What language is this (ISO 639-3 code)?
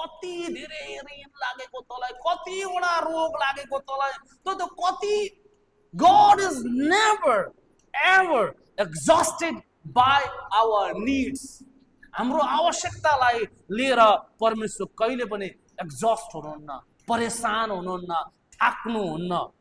nep